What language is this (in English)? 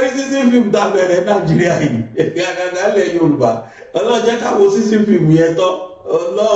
Yoruba